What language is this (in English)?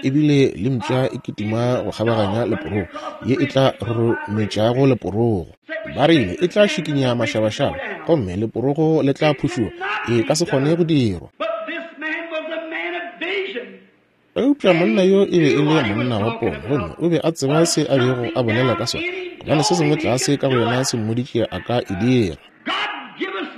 Northern Sotho